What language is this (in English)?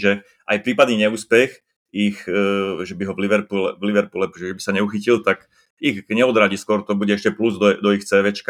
Slovak